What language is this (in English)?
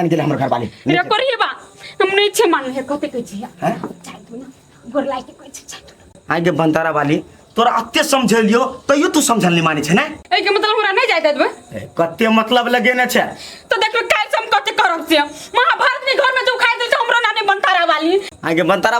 Maithili